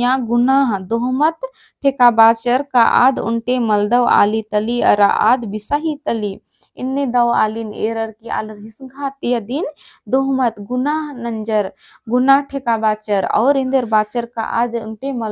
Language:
Kurukh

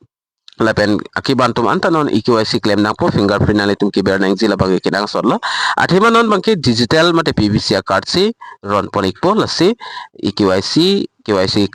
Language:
Karbi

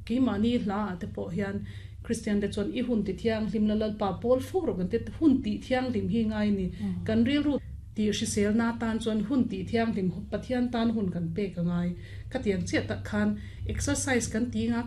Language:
Mizo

